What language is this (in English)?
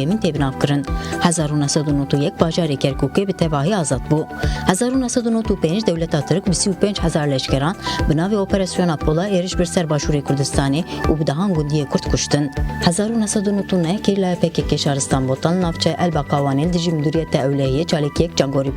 Kurdish